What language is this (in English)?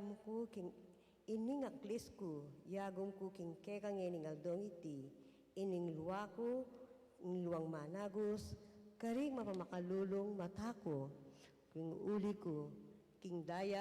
Pampanga